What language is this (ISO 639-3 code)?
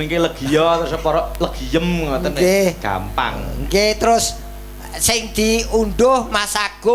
jav